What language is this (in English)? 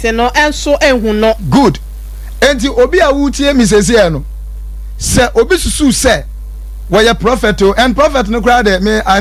Akan